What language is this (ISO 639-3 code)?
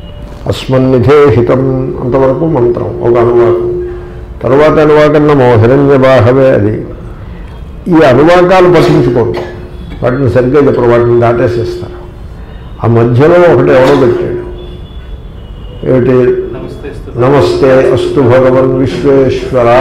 tel